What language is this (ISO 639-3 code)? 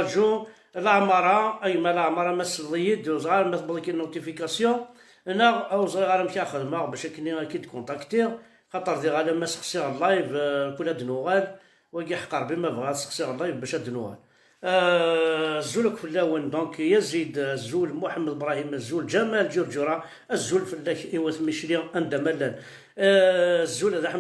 kab